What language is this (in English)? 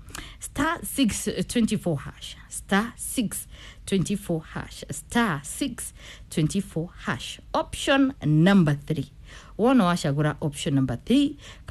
Kikuyu